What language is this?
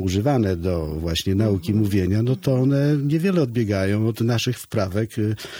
Polish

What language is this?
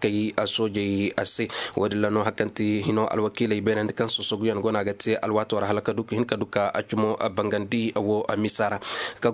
Koyraboro Senni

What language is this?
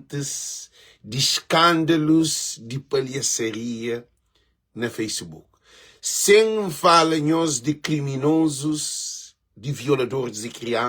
Kabuverdianu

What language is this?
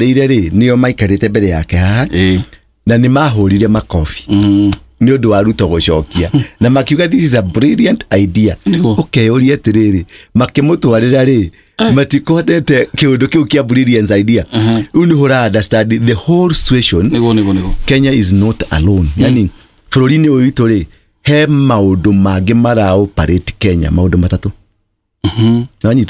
Kikuyu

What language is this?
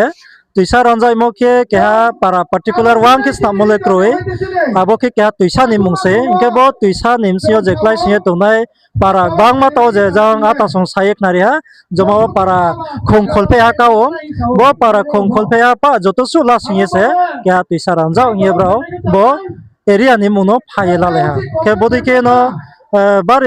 Riang (India)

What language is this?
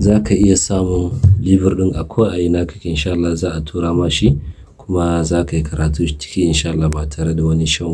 Hausa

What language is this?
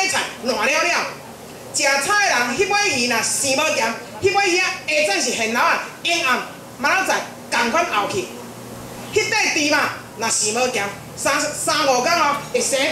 Min Nan Chinese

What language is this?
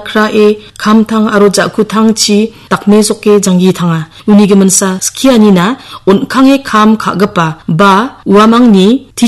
Garo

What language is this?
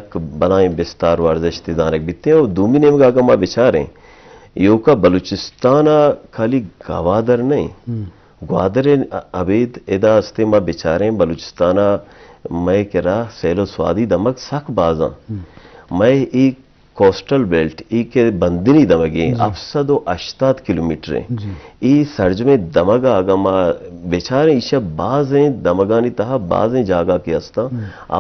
Eastern Balochi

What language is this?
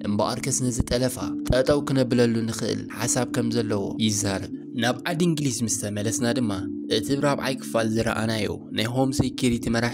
Tigrinya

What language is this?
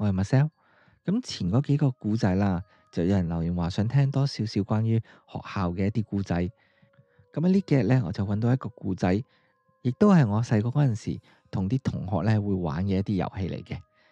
Cantonese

